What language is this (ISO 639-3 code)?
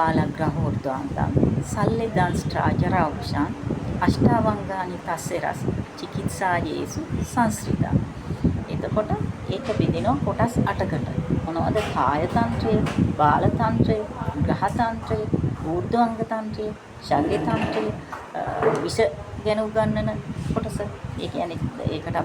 sin